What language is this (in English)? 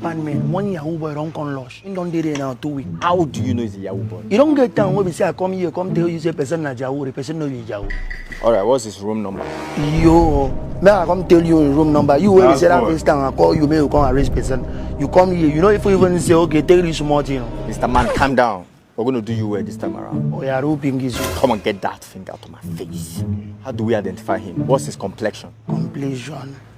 Nigerian Pidgin